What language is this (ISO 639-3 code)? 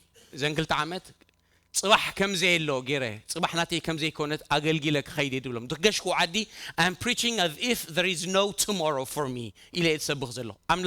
tir